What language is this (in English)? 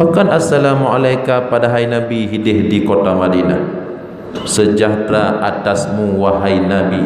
Achinese